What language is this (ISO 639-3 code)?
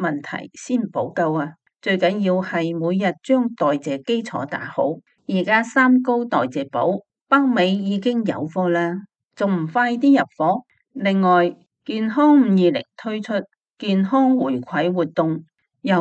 yue